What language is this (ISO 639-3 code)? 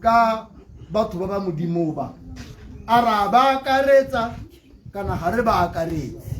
tsn